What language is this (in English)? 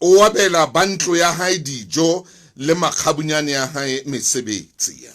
Southern Sotho